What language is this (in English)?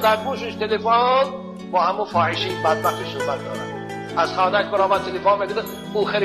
Tajik